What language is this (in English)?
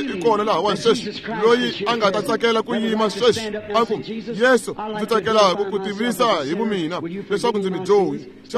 Tsonga